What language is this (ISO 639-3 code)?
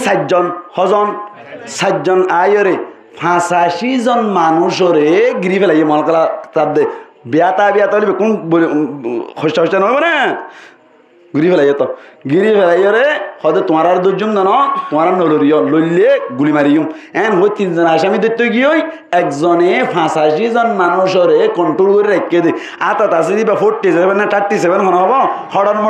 rhg